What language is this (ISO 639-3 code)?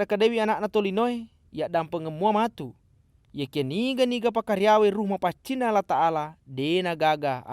bug